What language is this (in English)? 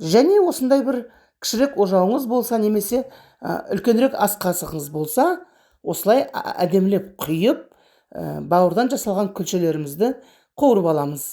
Kazakh